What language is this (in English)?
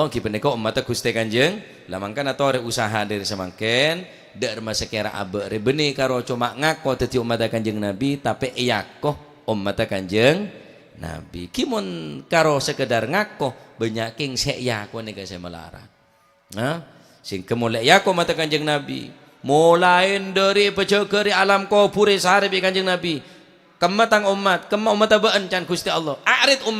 Madurese